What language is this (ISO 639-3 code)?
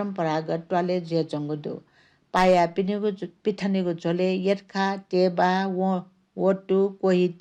new